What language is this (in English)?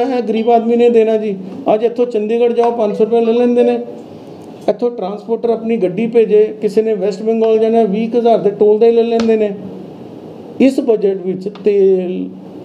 Punjabi